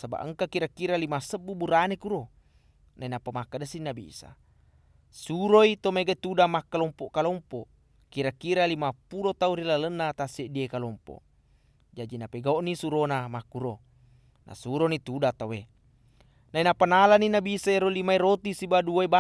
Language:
Buginese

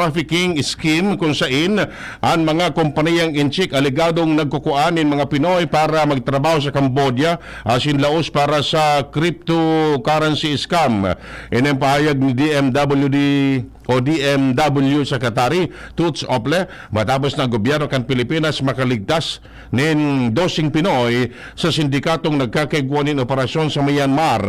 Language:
Bikol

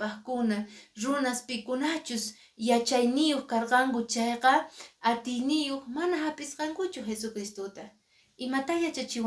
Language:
Quechua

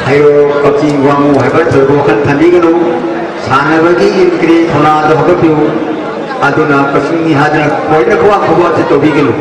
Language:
Manipuri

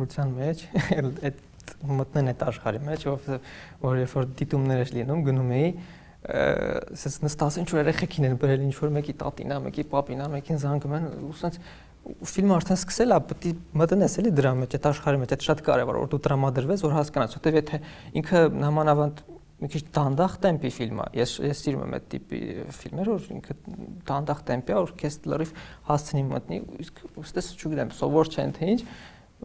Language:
Armenian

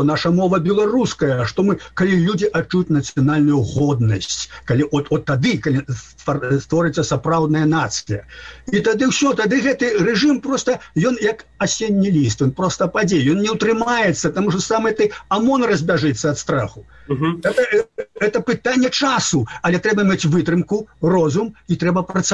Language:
Belarusian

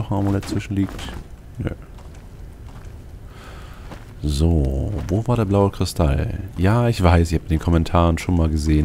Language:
German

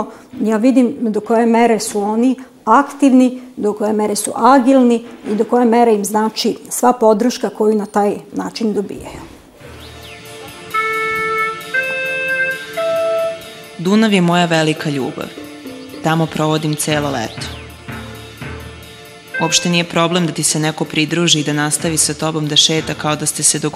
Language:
Serbian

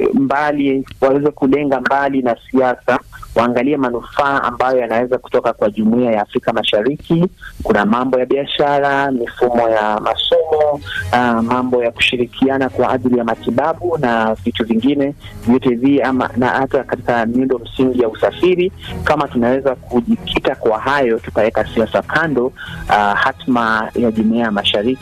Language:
Swahili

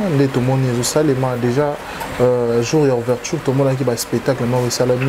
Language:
Lingala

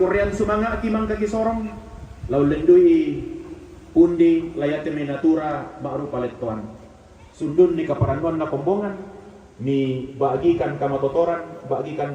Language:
Toraja-Sa'dan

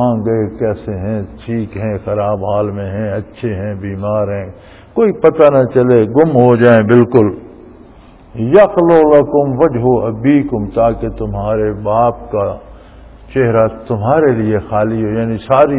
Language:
Urdu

